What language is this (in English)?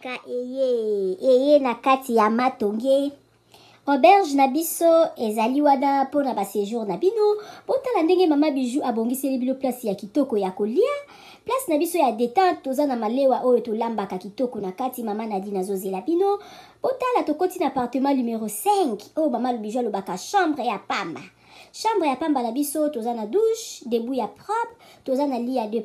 Lingala